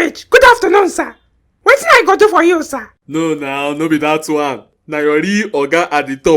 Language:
Nigerian Pidgin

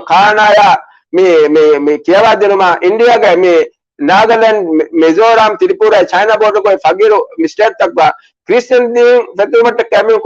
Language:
Divehi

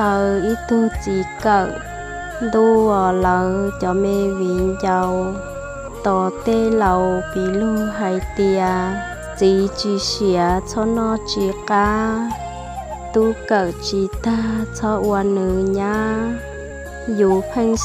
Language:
Hmong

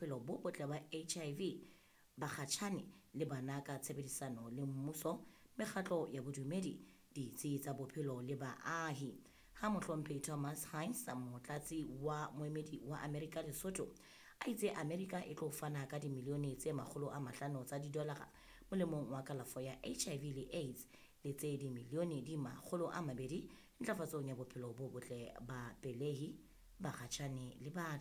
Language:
Southern Sotho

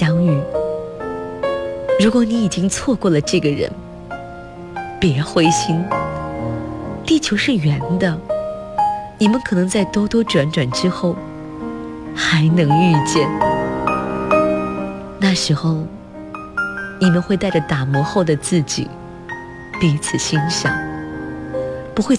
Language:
Chinese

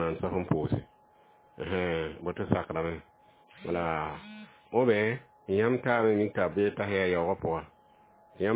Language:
Mossi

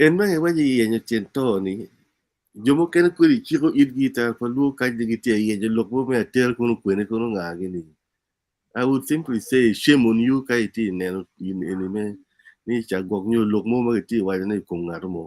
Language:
Acoli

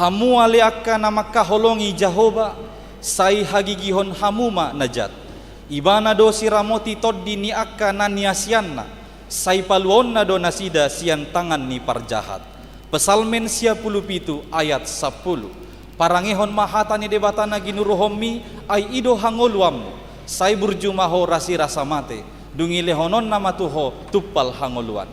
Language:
Batak Toba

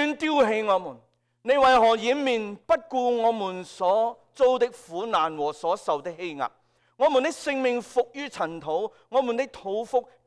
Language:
Cantonese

